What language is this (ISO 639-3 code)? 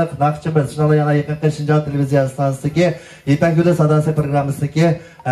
uig